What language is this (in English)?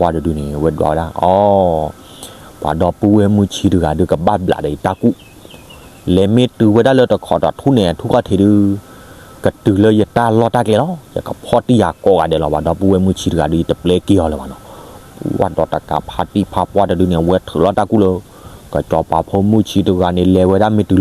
S'gaw Karen